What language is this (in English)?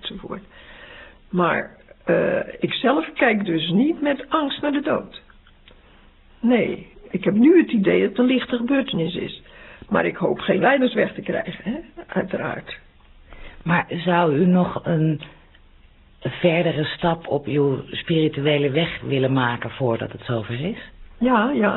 Dutch